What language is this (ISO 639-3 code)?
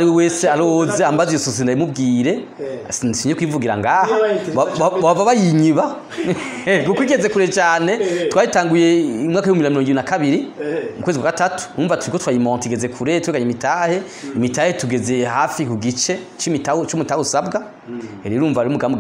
run